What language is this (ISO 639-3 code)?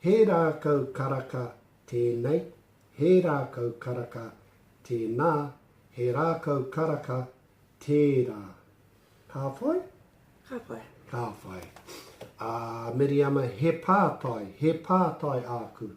mri